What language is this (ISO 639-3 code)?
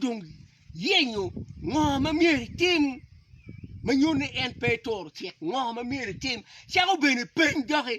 ach